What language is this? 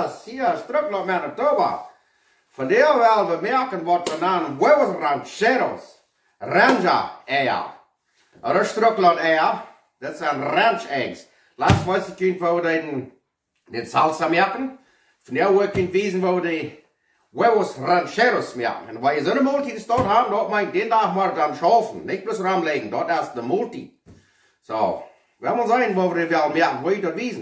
Plautdietsch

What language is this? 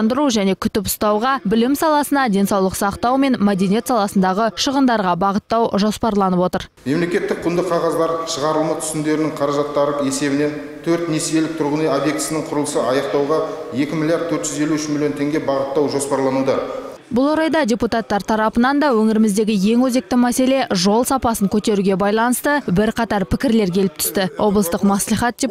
Kazakh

